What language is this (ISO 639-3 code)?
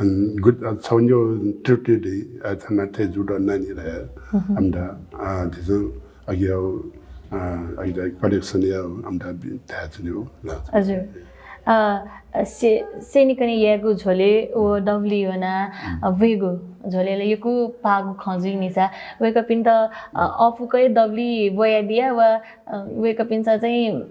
new